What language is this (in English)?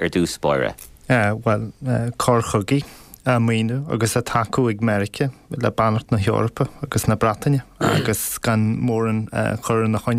Irish